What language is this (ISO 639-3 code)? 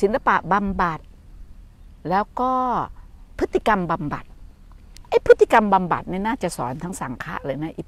tha